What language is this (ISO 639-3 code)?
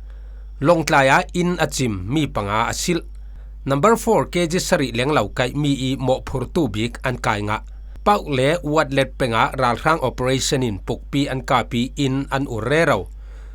cfm